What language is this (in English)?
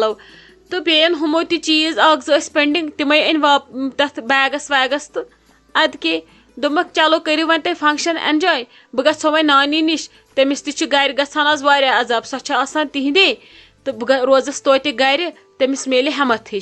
Kashmiri